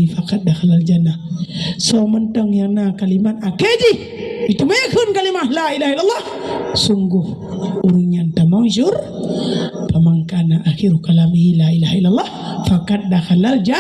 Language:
Achinese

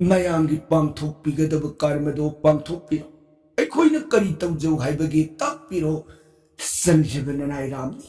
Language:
Manipuri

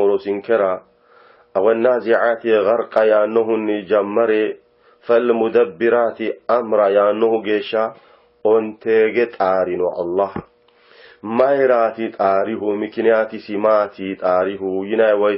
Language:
Sidamo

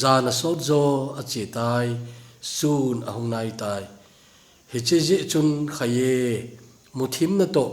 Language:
Thado Chin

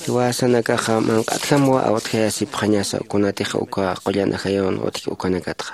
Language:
Aymara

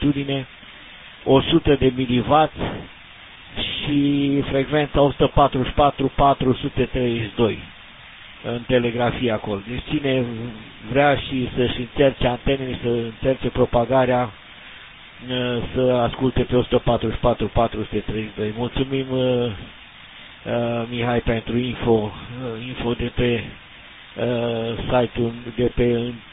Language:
Romanian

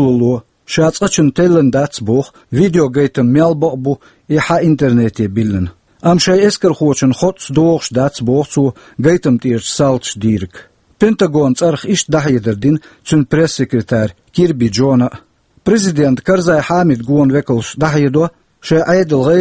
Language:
Chechen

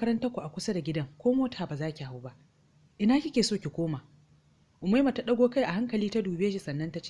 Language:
Hausa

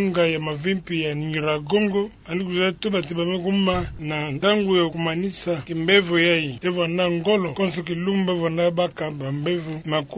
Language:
Kituba (Democratic Republic of Congo)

